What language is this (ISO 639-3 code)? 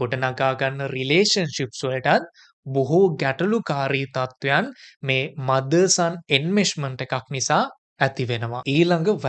sin